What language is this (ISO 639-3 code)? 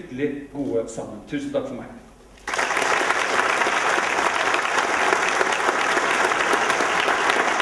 nor